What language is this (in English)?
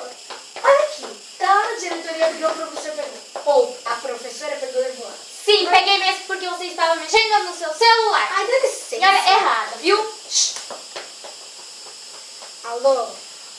Portuguese